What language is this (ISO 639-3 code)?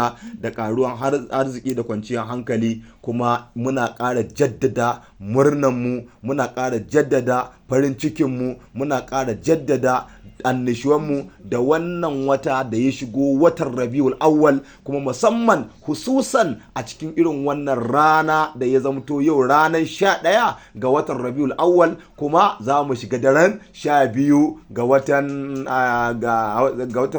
hau